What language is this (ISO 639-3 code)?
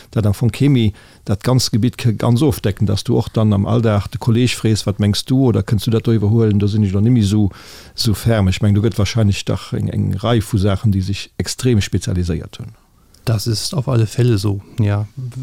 ltz